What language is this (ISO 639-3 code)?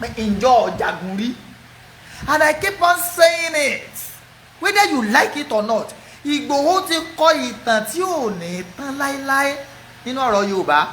yor